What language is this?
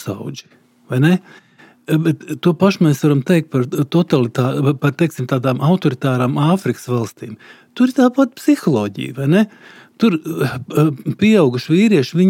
Latvian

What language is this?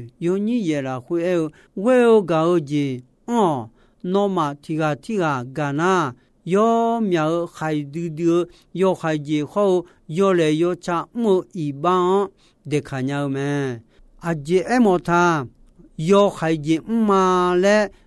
Akha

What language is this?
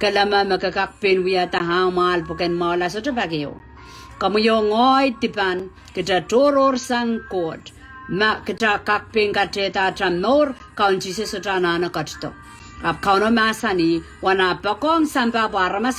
Pohnpeian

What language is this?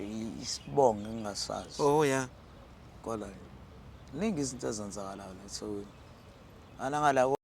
Zulu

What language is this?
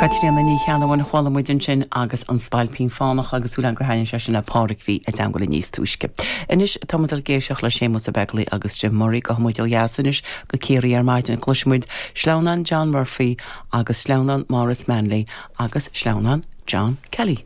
Irish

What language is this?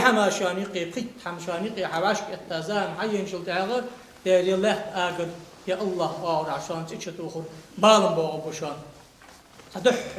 Ingush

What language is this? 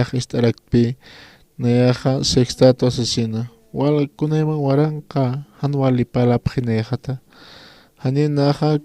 Aymara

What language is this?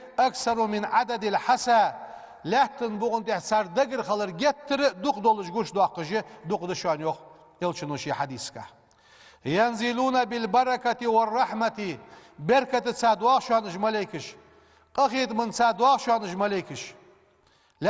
Ingush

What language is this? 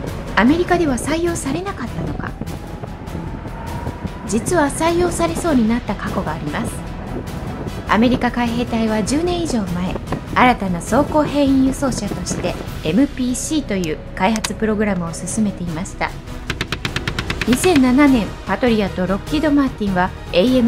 Japanese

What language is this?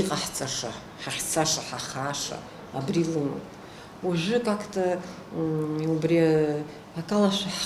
Abkhazian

